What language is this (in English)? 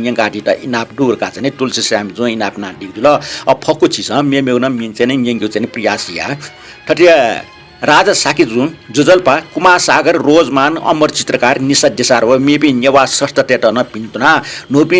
Newari